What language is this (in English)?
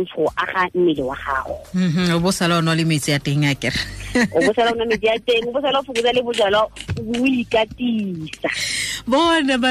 Tswana